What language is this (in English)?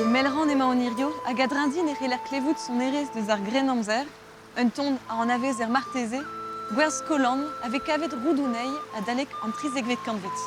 Breton